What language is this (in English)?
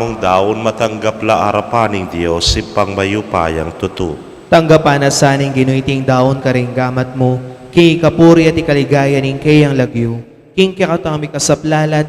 Pampanga